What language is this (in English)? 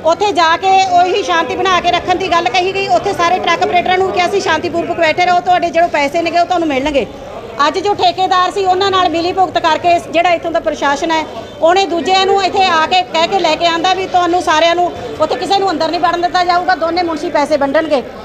Punjabi